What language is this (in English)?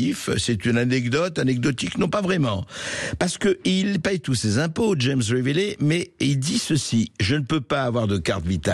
French